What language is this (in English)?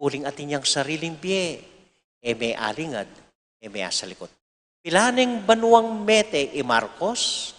Pampanga